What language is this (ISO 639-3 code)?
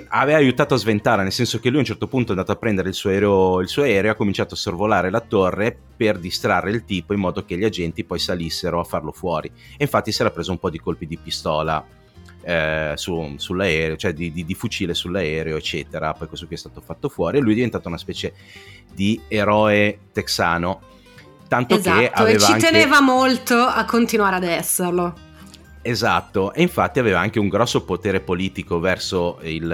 ita